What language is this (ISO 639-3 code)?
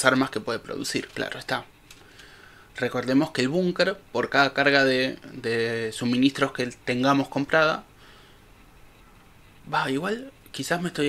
spa